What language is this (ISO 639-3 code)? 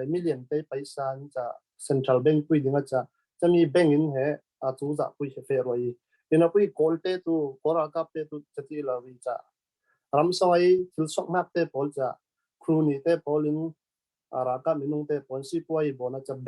cfm